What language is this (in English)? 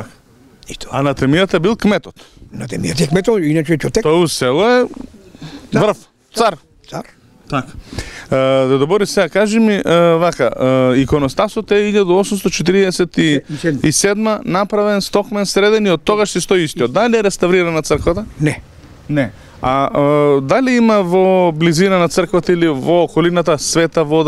Macedonian